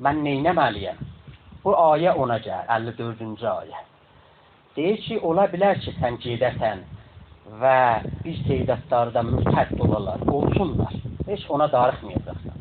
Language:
South Azerbaijani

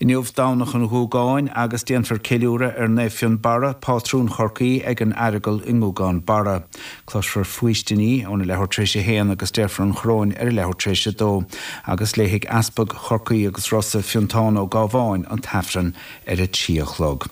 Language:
Irish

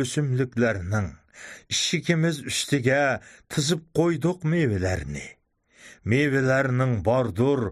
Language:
Uyghur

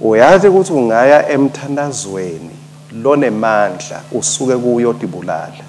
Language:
Swati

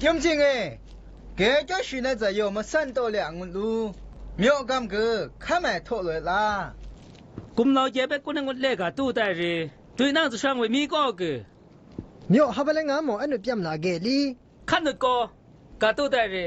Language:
Zaiwa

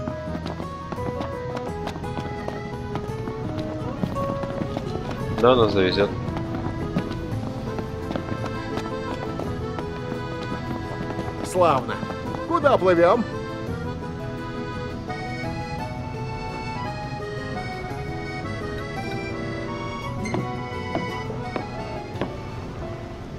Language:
Russian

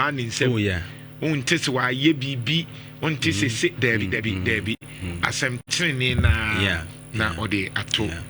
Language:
Akan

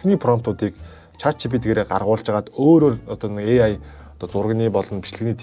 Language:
Mongolian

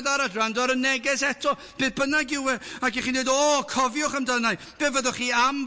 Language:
Welsh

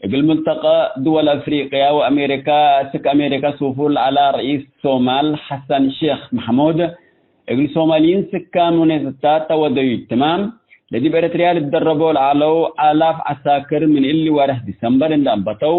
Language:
Tigre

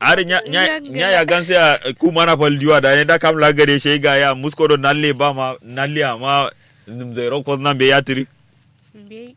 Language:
Kanuri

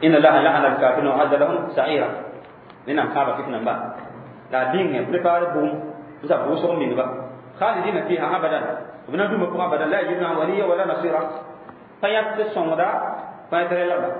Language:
Mossi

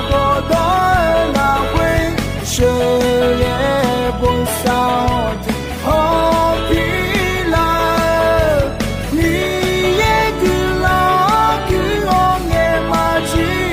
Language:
Akha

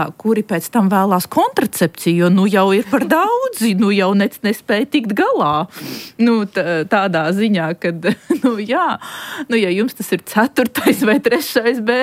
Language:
Latvian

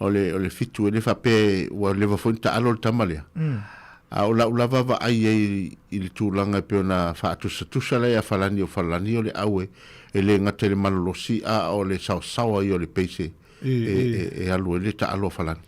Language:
Samoan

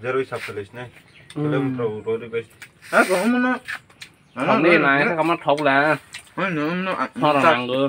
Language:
Kok Borok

